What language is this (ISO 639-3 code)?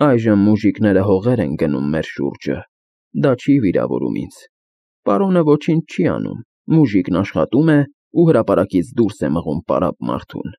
hye